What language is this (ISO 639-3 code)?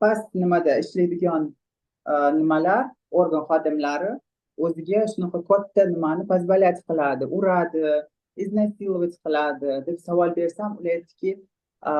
uzb